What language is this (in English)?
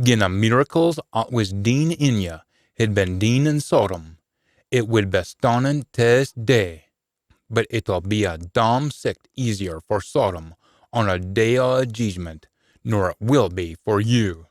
Scots